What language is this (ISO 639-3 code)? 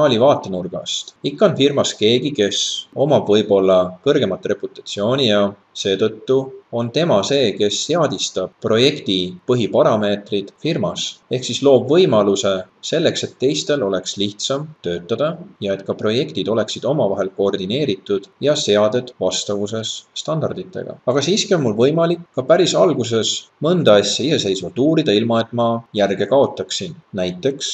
est